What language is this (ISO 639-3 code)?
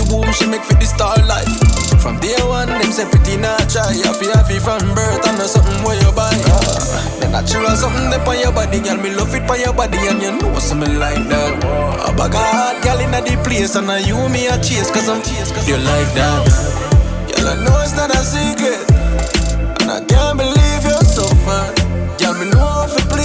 jam